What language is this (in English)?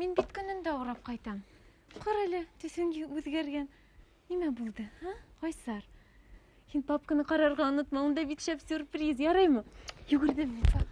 Bashkir